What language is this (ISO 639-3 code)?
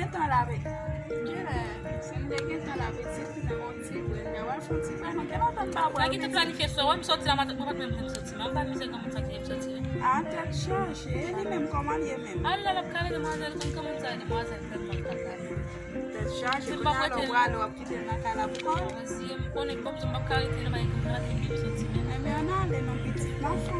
hat